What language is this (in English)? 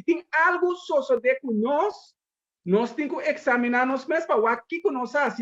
Papiamento